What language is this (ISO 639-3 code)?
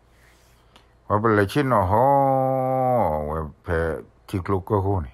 ksw